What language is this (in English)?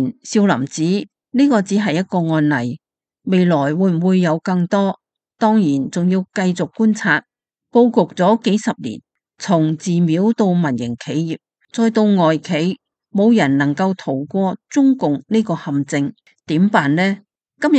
Cantonese